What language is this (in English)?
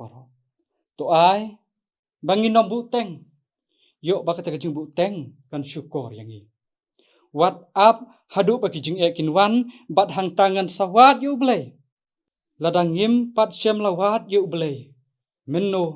Khasi